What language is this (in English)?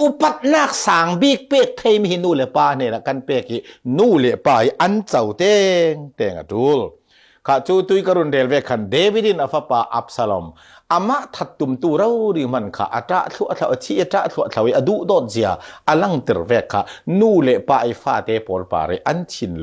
Falam Chin